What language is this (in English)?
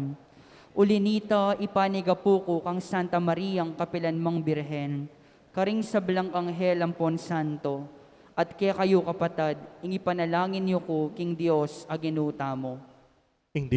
Pampanga